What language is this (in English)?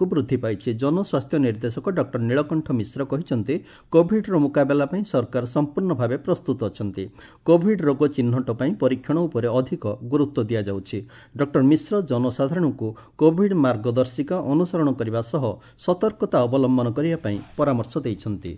Odia